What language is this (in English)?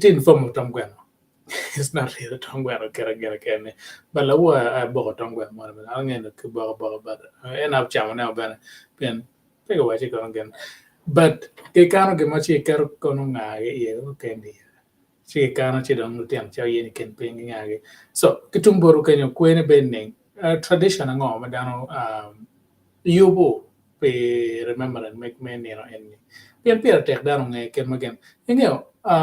Acoli